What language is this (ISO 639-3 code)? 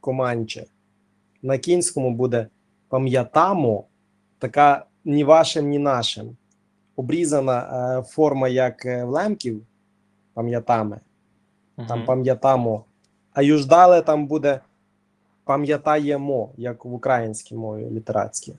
rue